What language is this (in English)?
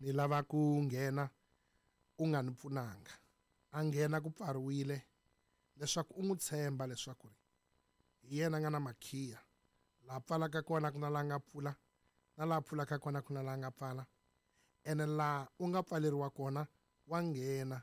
Tsonga